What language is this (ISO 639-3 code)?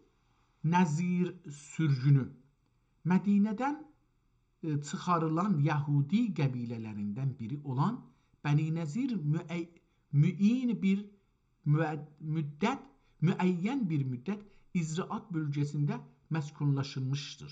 azb